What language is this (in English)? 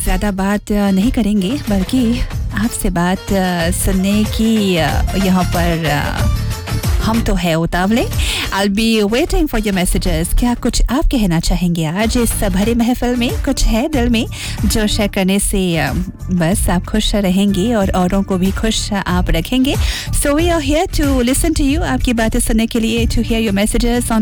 Hindi